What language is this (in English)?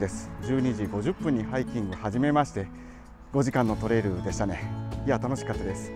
Japanese